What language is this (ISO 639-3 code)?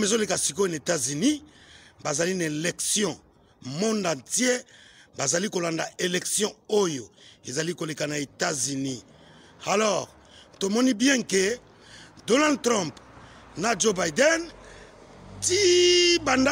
lin